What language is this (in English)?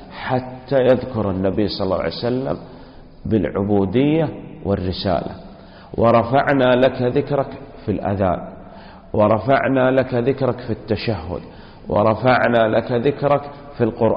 Arabic